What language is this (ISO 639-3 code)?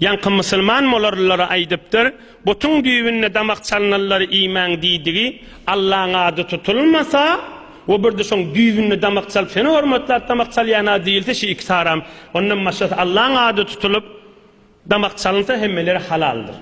tuk